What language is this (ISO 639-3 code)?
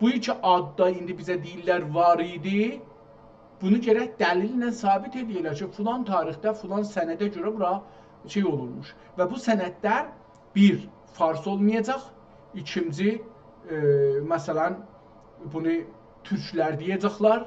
azb